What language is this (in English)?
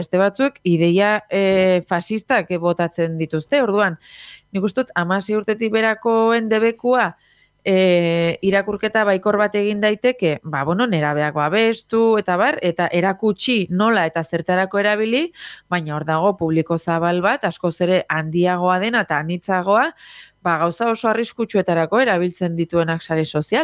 Basque